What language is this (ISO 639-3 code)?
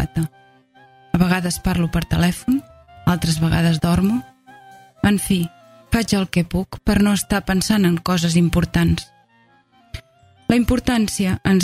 cat